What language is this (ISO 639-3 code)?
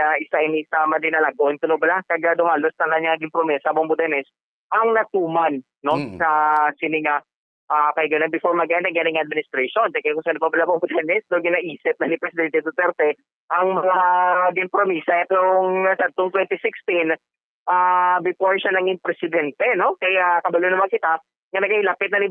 hil